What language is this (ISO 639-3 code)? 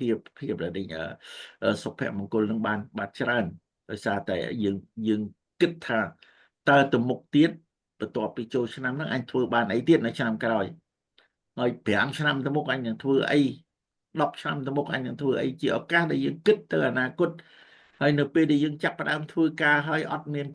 khm